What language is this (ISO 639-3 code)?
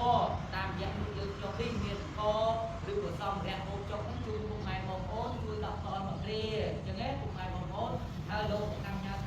khm